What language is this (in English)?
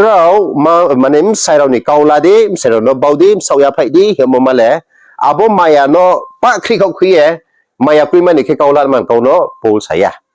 Riang (India)